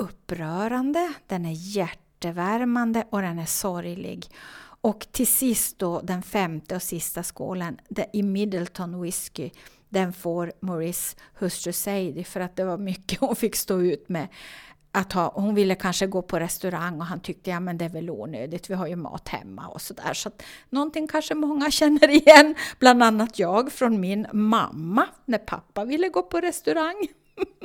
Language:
Swedish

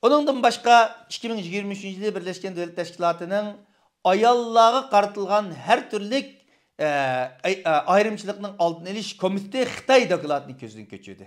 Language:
Uyghur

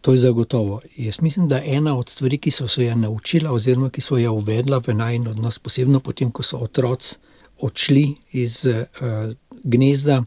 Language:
Slovenian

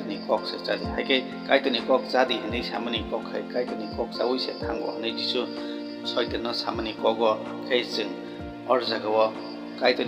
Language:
Kok Borok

